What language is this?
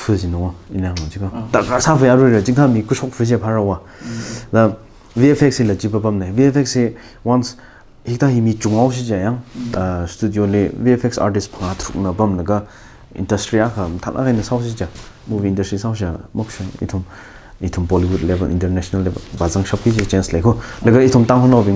Tangkhul Naga (India)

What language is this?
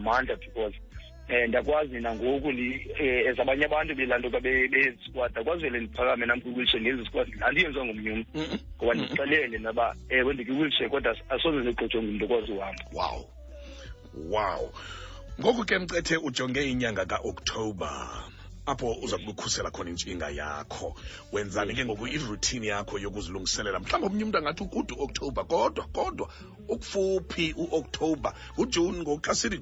Xhosa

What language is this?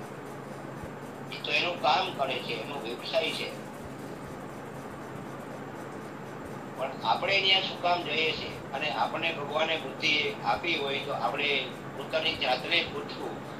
Gujarati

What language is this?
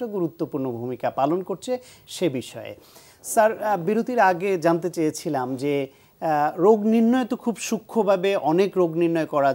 Bangla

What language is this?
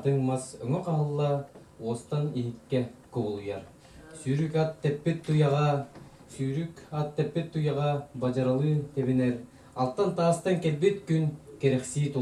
Yakut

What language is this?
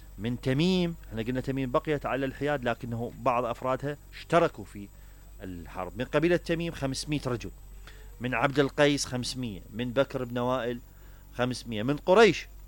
Mesopotamian Arabic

